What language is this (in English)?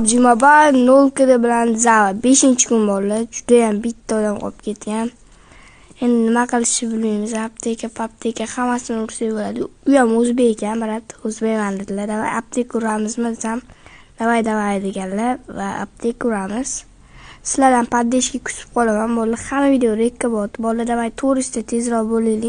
Uzbek